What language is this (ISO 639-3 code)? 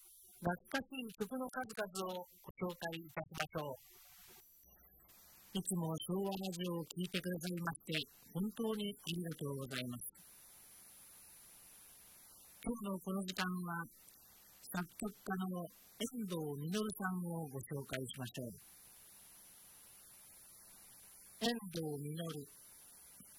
jpn